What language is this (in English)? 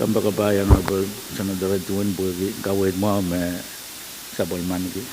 Pohnpeian